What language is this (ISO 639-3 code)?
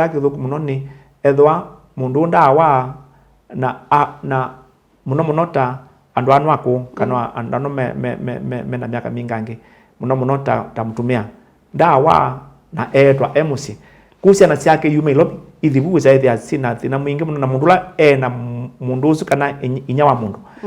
kam